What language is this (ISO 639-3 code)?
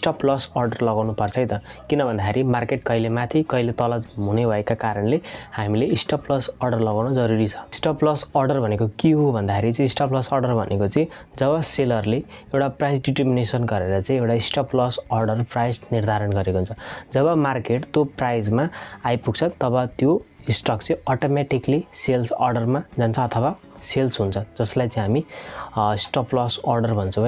nep